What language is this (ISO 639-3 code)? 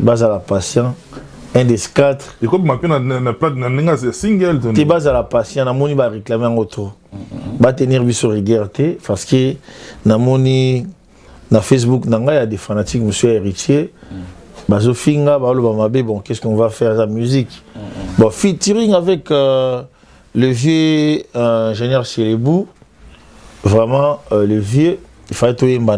lin